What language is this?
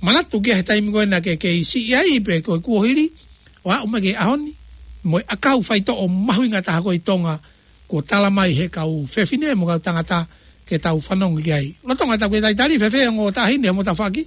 Tongan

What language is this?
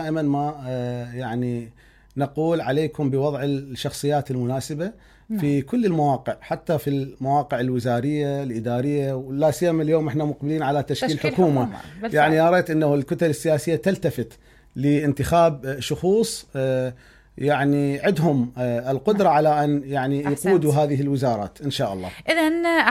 Mesopotamian Arabic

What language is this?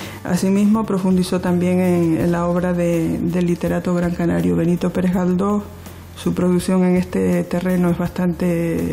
Spanish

